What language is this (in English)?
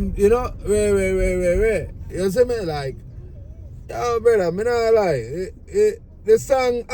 Jamaican Creole English